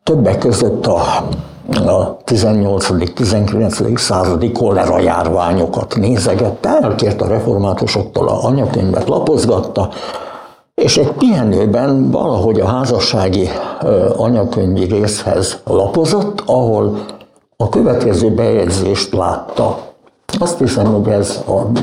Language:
Hungarian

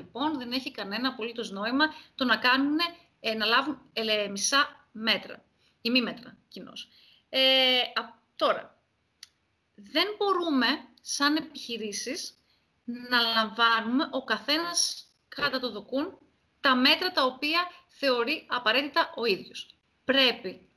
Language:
Greek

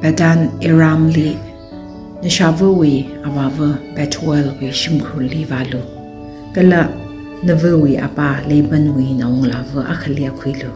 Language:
Tangkhul Naga (India)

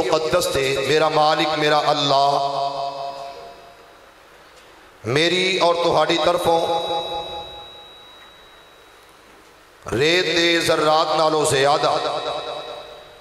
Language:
Western Panjabi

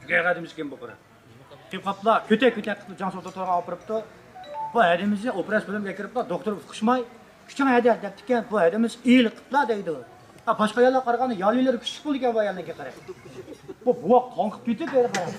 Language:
Uyghur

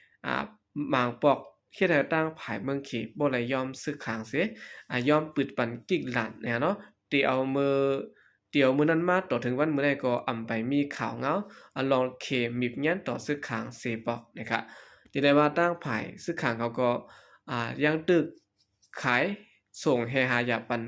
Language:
Shan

